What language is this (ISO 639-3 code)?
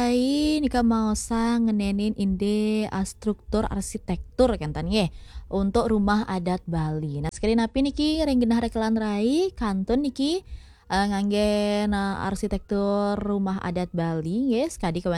ban